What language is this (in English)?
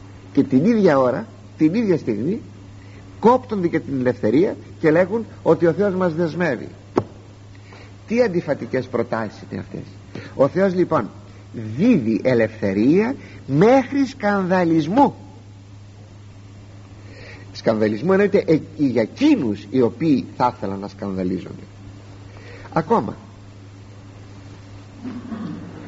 Greek